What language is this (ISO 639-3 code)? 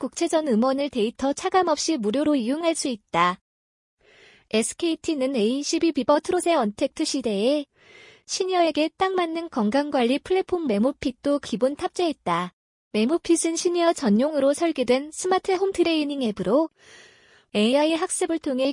kor